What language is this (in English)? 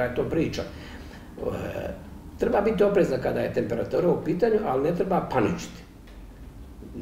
Bosnian